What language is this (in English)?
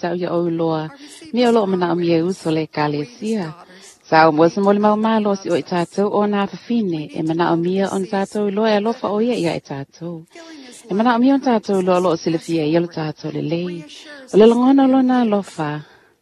Samoan